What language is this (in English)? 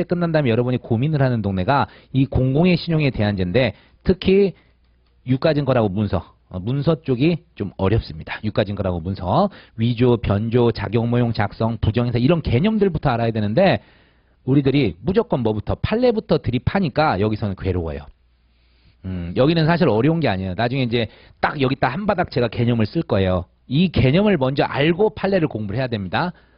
Korean